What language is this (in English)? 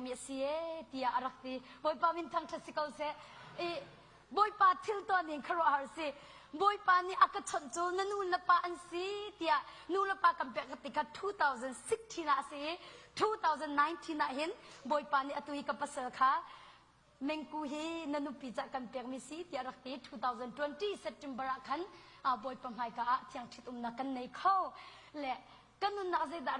Hakha Chin